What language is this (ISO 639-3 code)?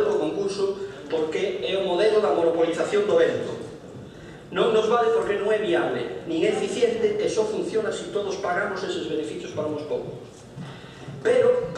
glg